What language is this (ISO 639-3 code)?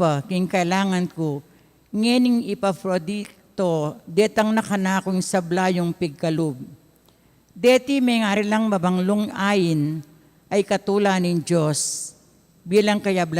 pam